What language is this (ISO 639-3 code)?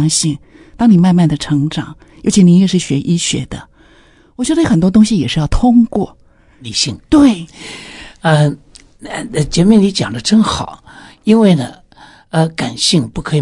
zho